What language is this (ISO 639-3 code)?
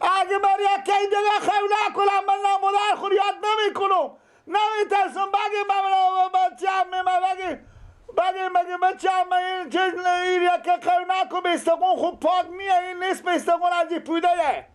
fas